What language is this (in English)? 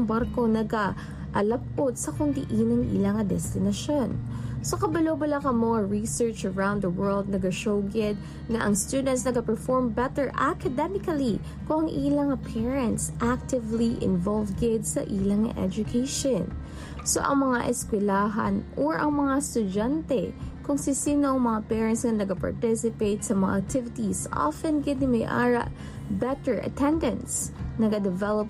Hiligaynon